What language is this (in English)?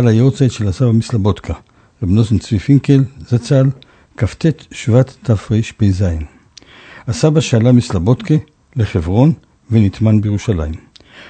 Hebrew